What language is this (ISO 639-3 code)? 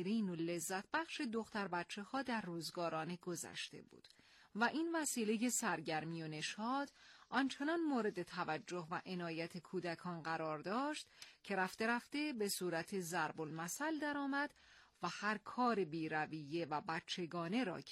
fas